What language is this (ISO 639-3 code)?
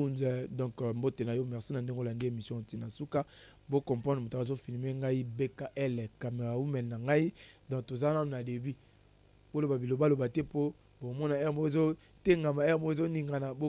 lin